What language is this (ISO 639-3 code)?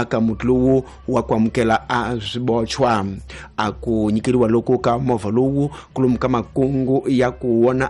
tso